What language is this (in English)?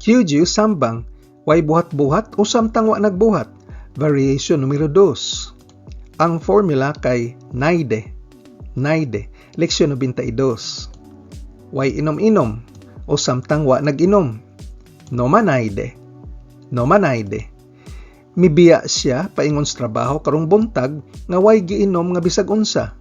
Cebuano